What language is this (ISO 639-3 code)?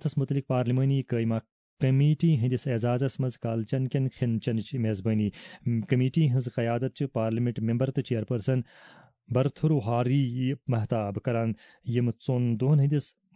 kas